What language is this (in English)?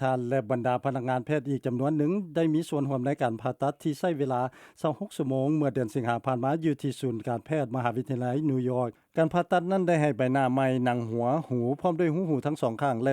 Lao